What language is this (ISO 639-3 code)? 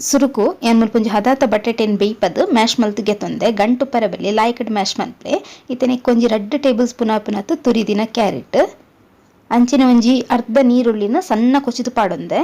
tcy